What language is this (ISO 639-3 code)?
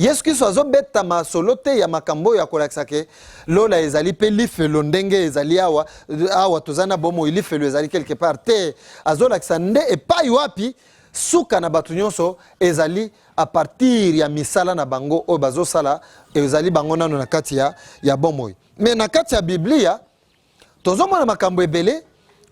lin